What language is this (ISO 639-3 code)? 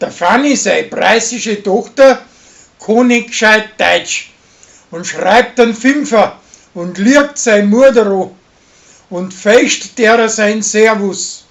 bar